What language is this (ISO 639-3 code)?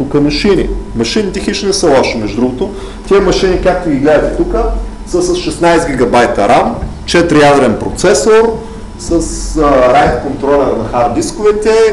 bul